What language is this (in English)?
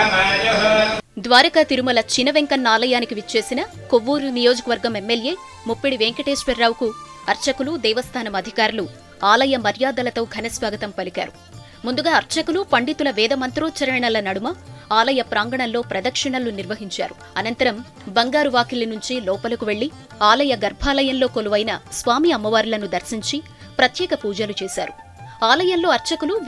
Telugu